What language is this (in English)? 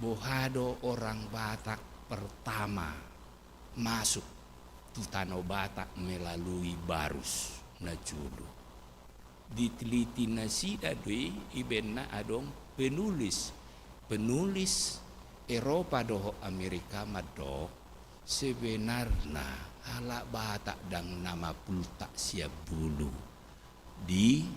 Batak Toba